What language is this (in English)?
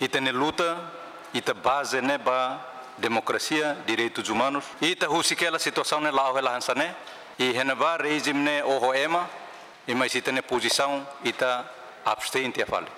Tetum